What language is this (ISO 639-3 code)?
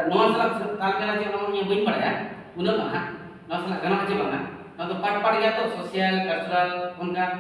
sat